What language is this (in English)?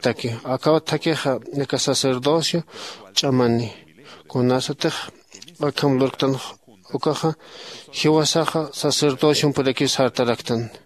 Aymara